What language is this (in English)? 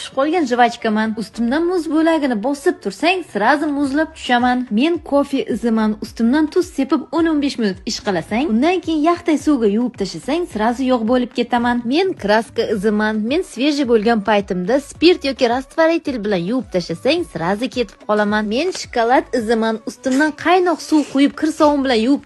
Uzbek